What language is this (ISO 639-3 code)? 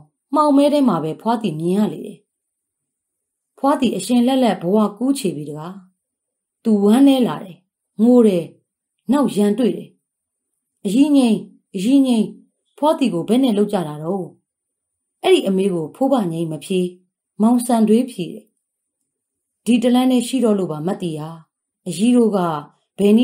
mya